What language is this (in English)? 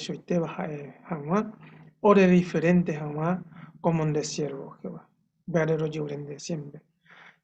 Guarani